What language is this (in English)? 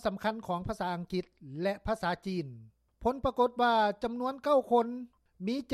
Lao